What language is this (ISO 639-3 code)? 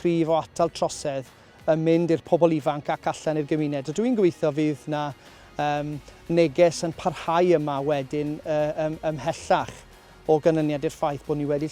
cym